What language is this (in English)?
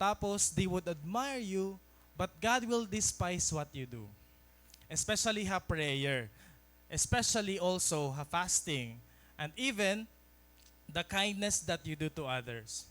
Waray